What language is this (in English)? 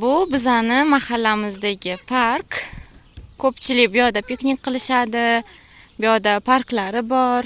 Uzbek